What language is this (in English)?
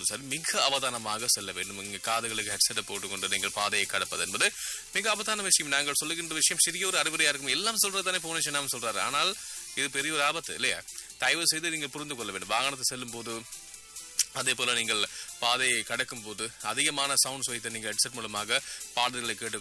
Tamil